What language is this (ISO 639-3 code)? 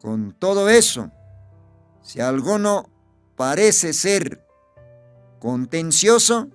aym